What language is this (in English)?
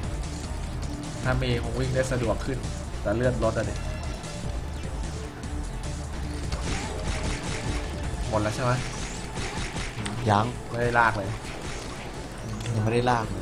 Thai